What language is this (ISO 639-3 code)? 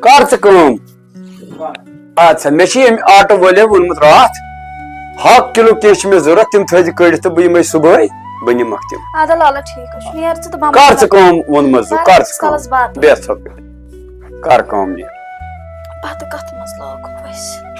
kas